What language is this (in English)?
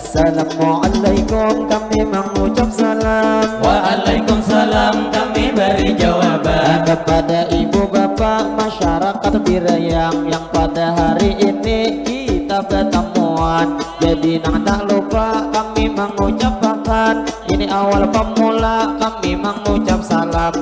Banjar